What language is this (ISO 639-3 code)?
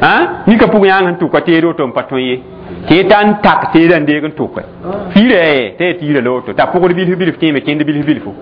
mos